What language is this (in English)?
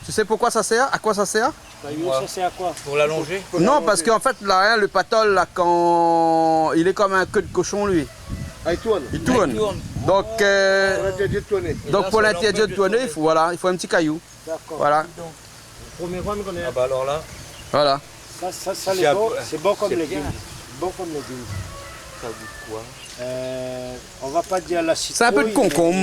Réunion Creole French